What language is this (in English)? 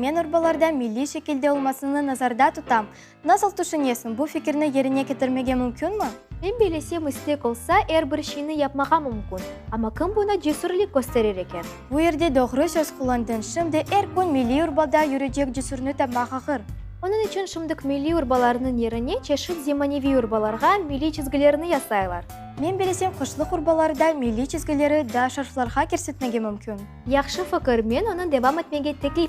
Crimean Tatar